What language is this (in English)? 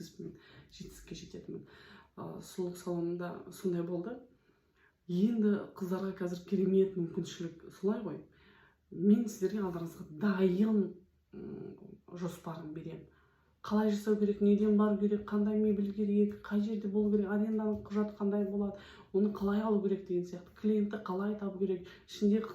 Kazakh